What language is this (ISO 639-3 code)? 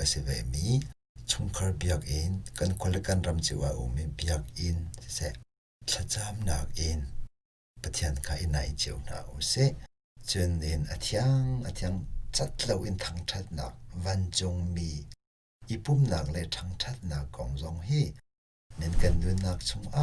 cnh